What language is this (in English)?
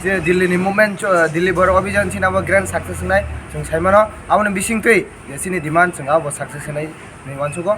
Kok Borok